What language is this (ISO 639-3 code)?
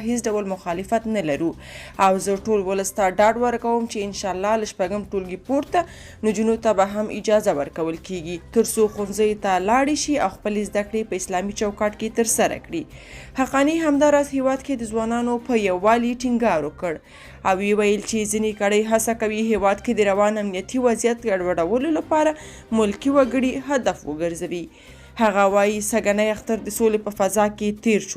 pus